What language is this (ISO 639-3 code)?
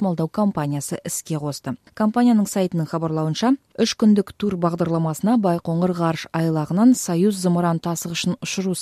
kaz